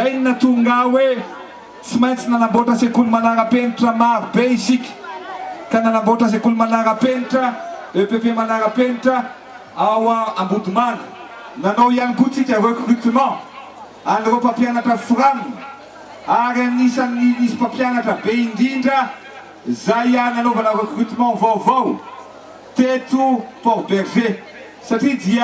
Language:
Malagasy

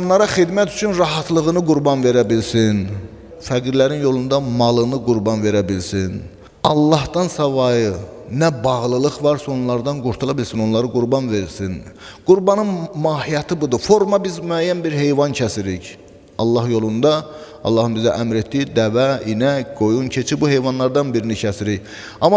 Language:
Azerbaijani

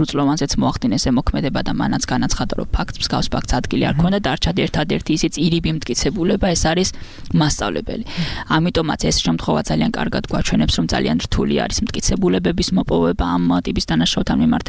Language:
Georgian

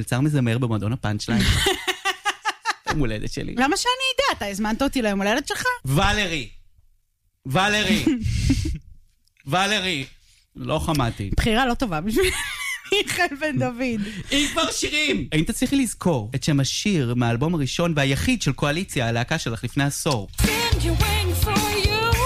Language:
Hebrew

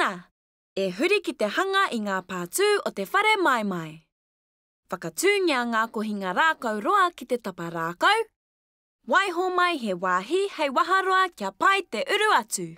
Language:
Māori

